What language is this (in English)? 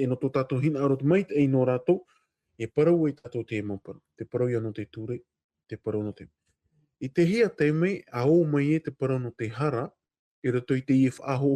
Tahitian